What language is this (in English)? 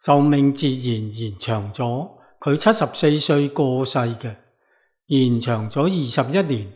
Cantonese